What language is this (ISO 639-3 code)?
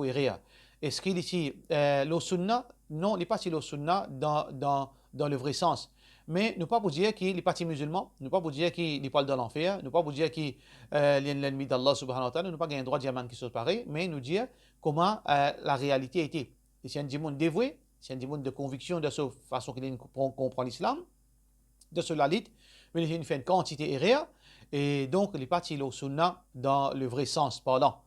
mfe